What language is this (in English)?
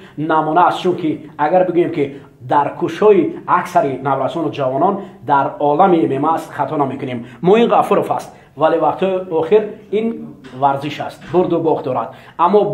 Tajik